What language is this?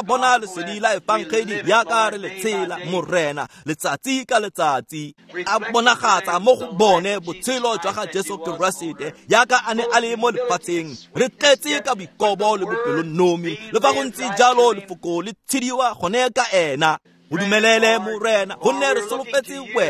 Tswana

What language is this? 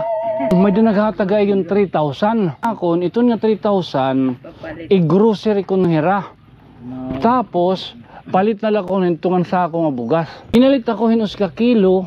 Waray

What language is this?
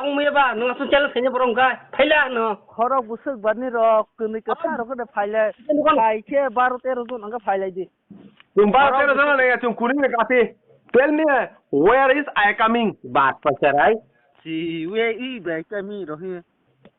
Kok Borok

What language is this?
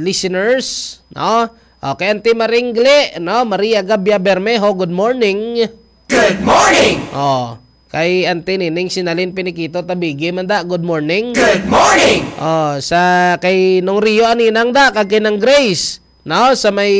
Hiligaynon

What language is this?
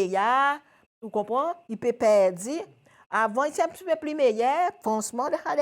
Seselwa Creole French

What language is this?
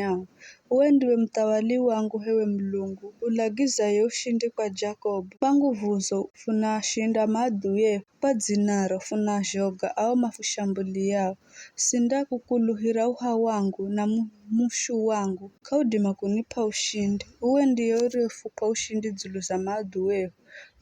Giryama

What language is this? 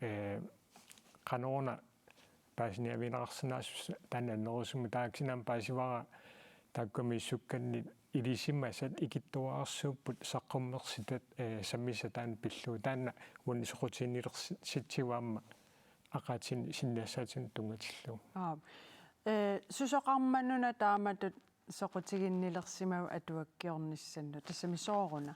Kalaallisut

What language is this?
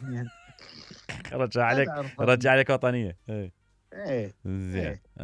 Mesopotamian Arabic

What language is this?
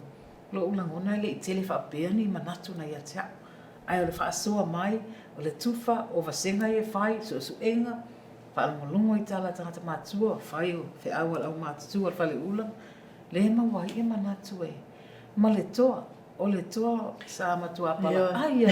Samoan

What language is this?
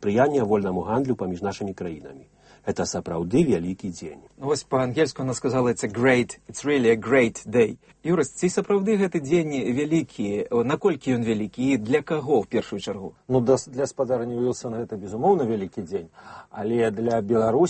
Belarusian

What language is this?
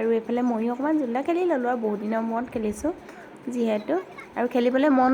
Assamese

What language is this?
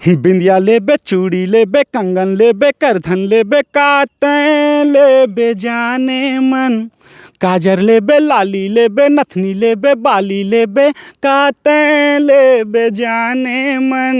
Chhattisgarhi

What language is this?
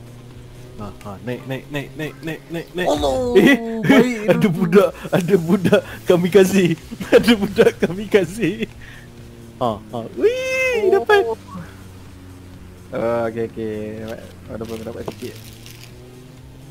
Malay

